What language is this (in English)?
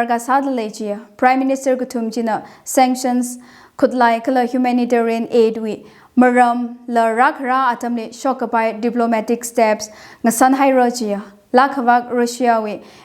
Tangkhul Naga (India)